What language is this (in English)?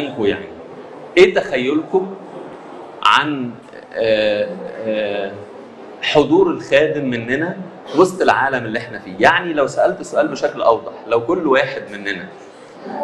Egyptian Arabic